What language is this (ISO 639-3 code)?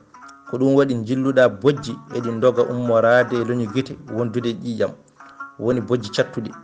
ful